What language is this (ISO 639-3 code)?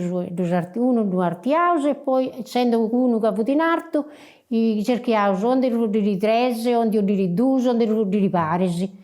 srd